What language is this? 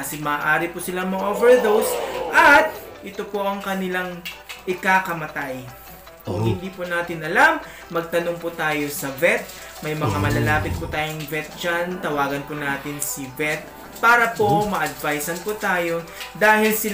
Filipino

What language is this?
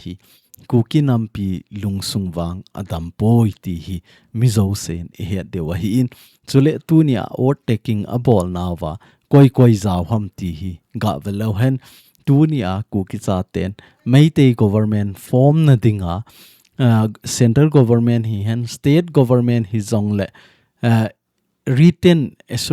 Thado Chin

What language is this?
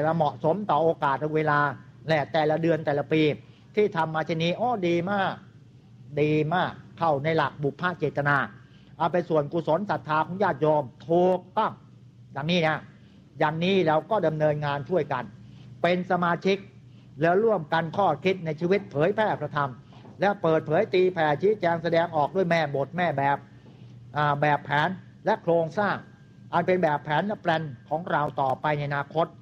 Thai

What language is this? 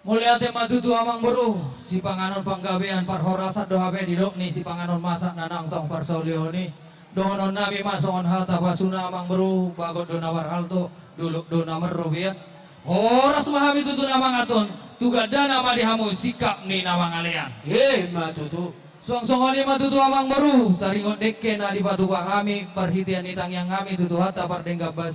Batak Toba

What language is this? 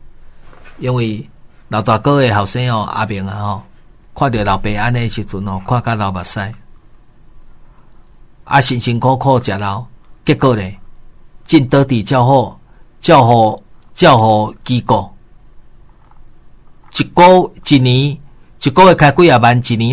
Min Nan Chinese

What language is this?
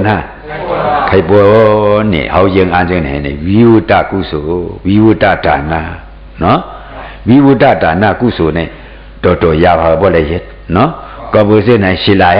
Shan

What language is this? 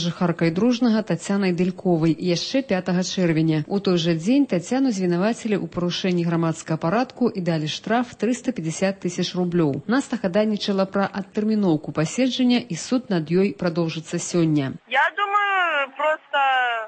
Belarusian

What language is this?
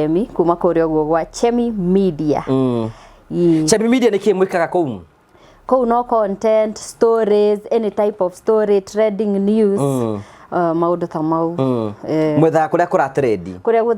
Kikuyu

